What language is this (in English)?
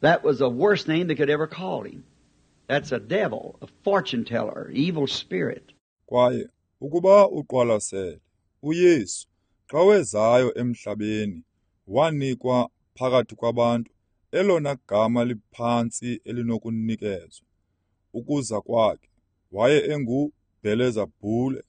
Xhosa